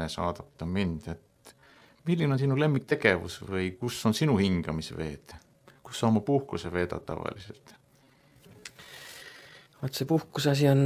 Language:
Estonian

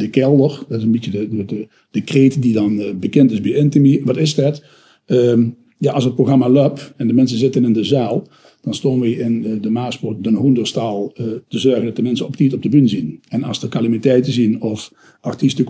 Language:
Limburgish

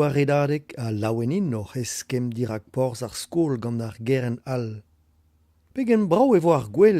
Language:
Breton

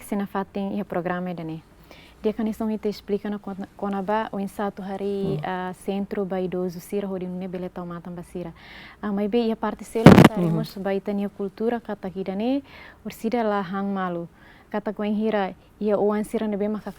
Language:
Tetum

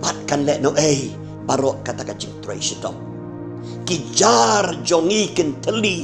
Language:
Khasi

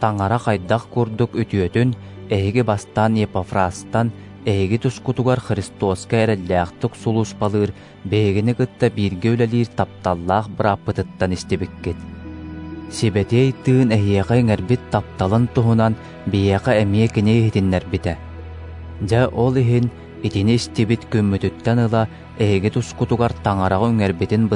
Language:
Yakut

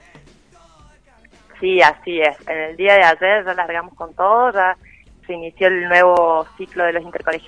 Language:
Spanish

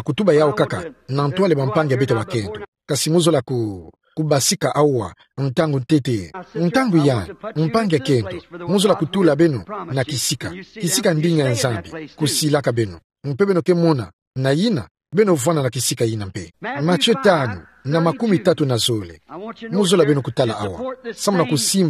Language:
Kituba (Democratic Republic of Congo)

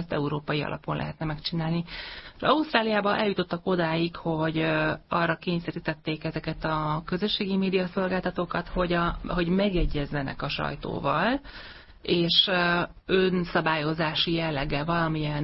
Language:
Hungarian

